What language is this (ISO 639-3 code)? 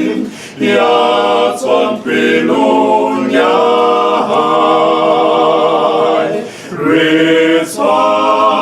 sot